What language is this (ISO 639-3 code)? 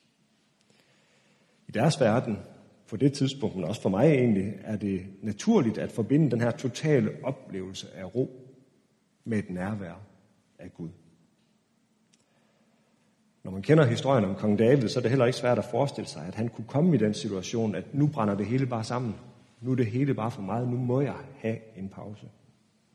dan